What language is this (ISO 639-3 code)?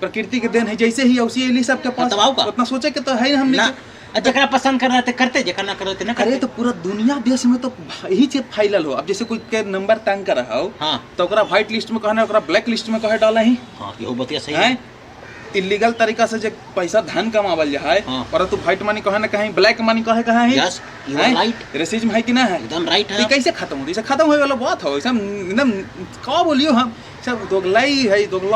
mag